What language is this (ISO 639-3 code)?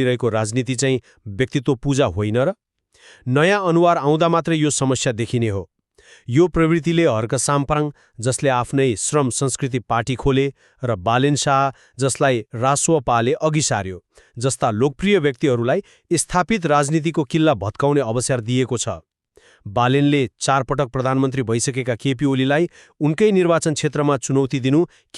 nep